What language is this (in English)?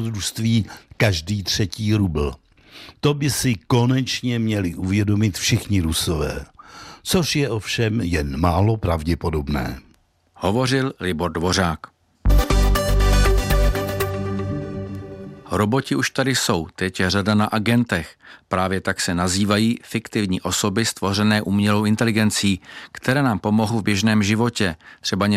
Czech